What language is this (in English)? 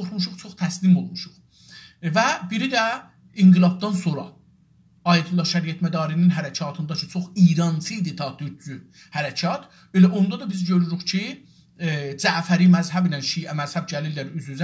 South Azerbaijani